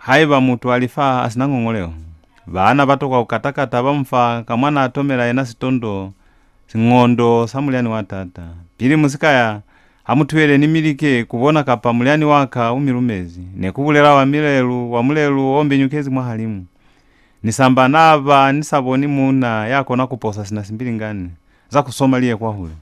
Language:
Lozi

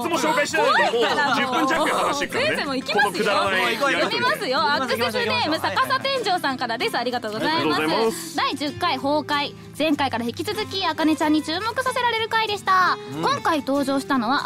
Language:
Japanese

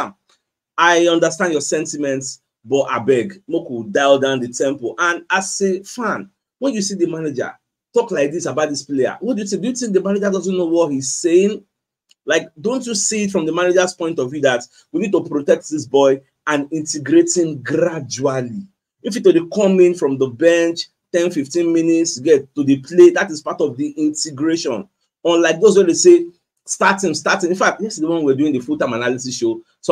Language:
Nigerian Pidgin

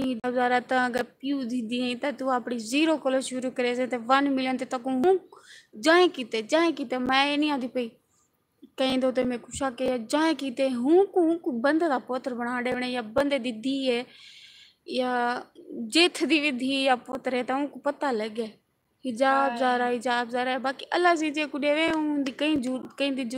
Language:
Saraiki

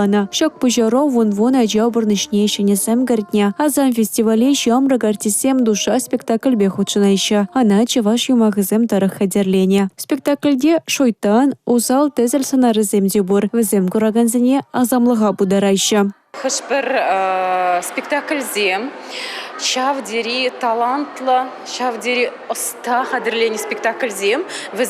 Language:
Chuvash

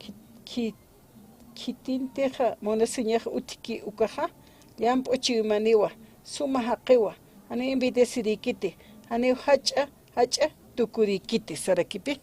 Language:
Aymara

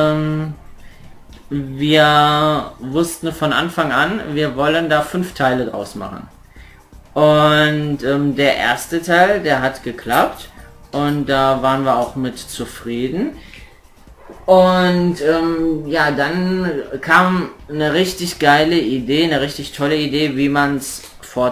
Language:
German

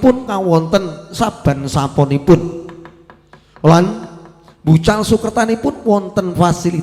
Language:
Javanese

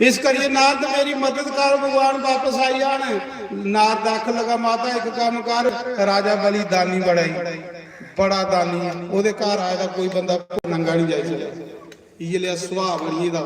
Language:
Dogri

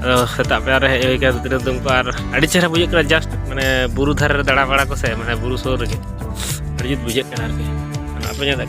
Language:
Santali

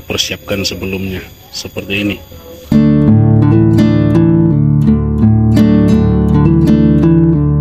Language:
Indonesian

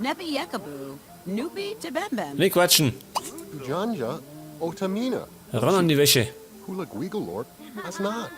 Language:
Bavarian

